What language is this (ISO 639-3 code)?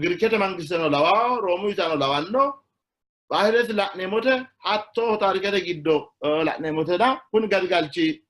sid